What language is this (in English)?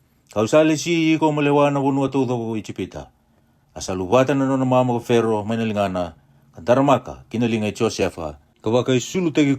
Fijian